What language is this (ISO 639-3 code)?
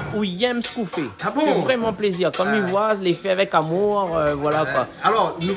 rcf